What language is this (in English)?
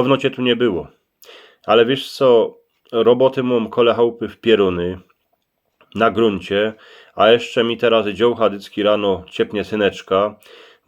Silesian